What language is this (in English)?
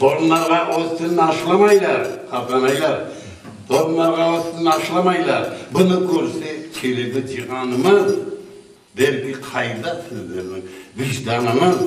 Crimean Tatar